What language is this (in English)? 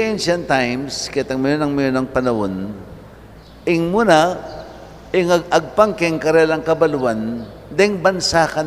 Pampanga